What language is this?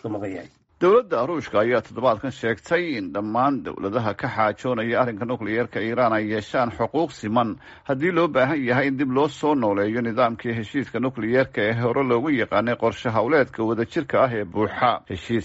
Somali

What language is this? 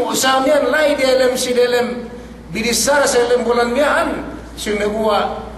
Yakan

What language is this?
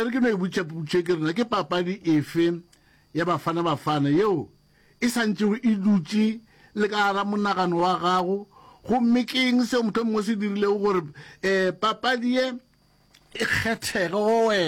Northern Sotho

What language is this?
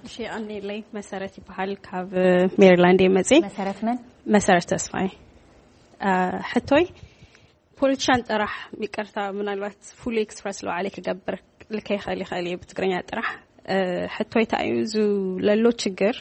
Tigrinya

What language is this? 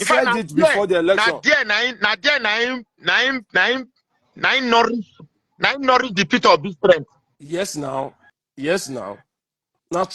Nigerian Pidgin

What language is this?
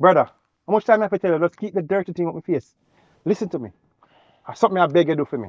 Jamaican Creole English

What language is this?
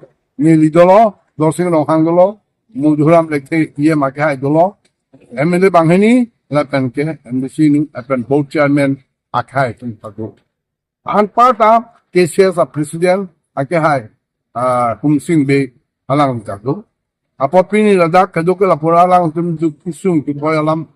Karbi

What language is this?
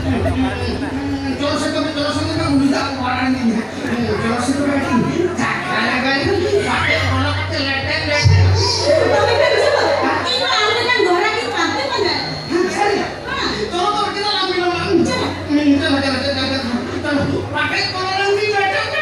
Santali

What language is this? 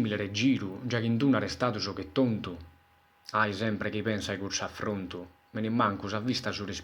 Sardinian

